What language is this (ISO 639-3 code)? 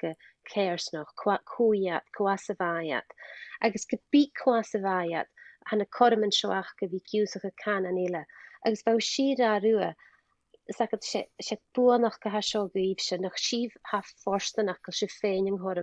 gla